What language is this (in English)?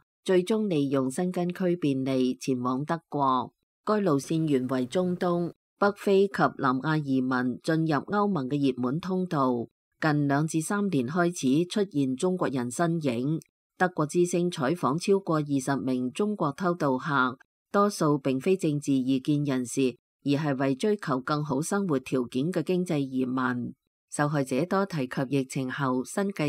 Cantonese